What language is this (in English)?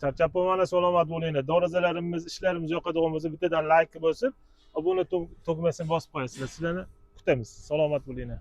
Uzbek